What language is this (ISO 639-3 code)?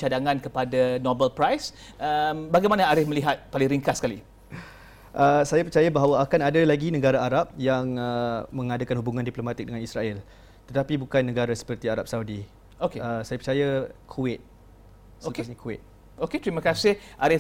msa